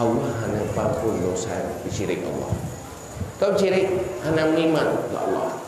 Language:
Achinese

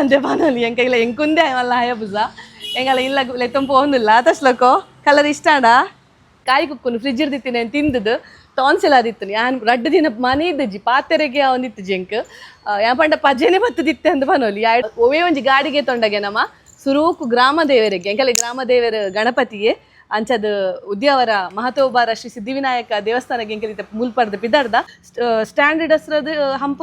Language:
Tulu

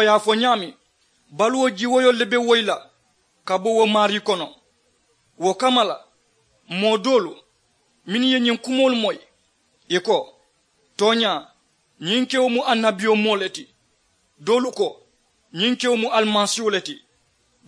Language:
Mandingo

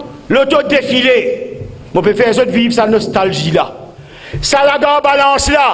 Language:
Morisyen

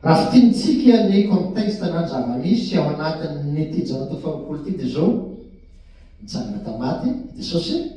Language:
Malagasy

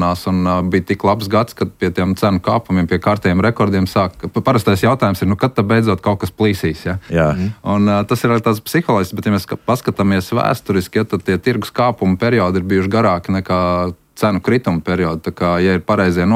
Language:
Latvian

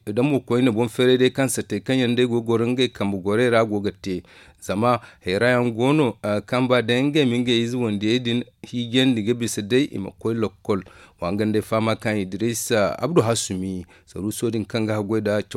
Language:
Zarma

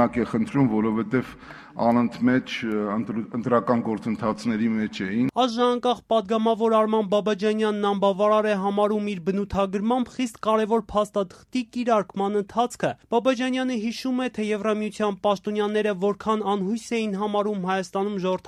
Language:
Armenian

